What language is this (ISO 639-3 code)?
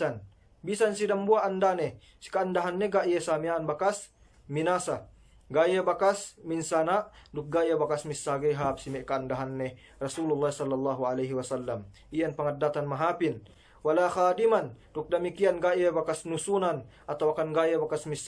yka